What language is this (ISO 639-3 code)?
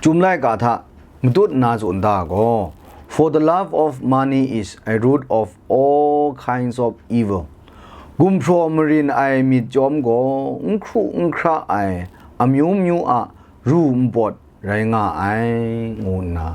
kac